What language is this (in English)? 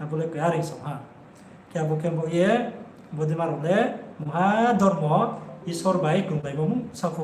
Riang (India)